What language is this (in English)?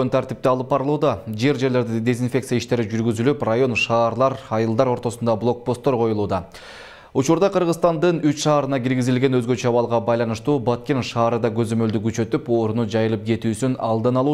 Kyrgyz